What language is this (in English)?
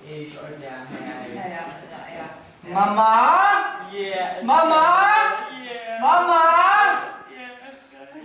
Faroese